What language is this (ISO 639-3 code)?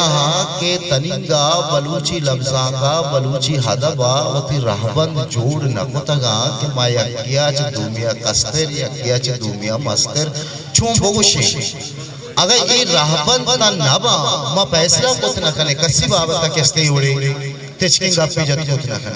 bgp